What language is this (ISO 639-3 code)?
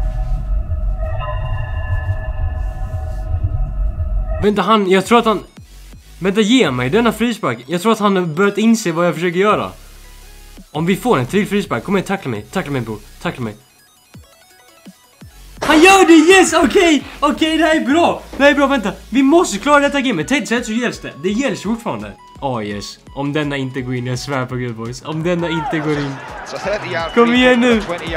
swe